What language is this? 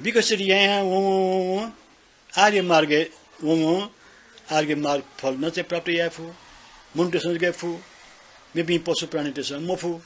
Newari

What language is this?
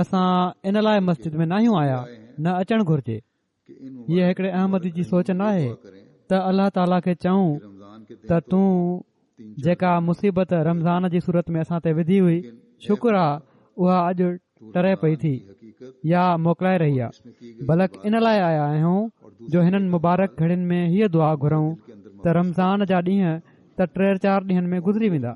Sindhi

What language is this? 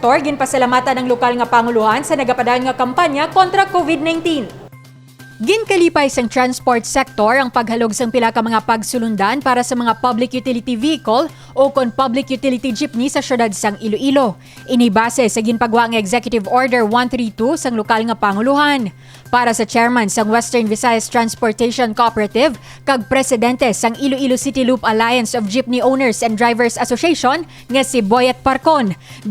Hiligaynon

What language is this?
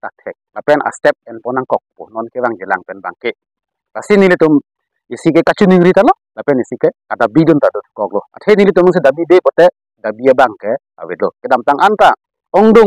Karbi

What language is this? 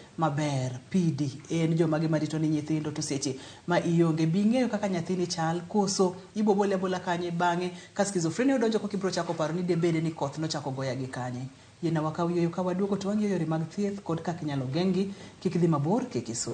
Luo (Kenya and Tanzania)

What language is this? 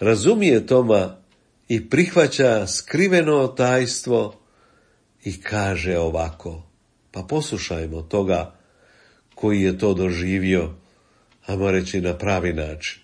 Croatian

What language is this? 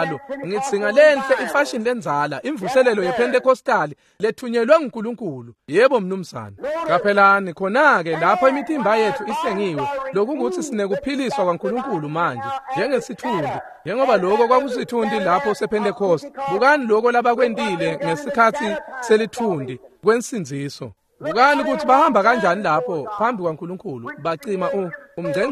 Swati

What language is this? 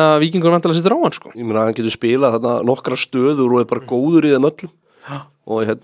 Icelandic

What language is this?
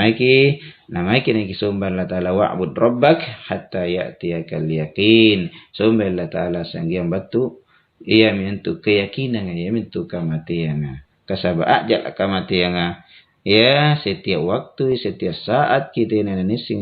Makasar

